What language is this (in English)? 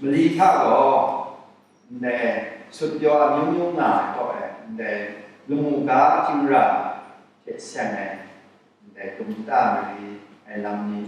Kachin